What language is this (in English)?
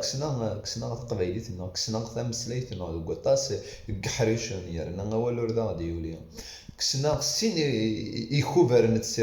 Kabyle